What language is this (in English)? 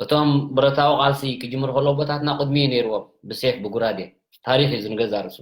Tigrinya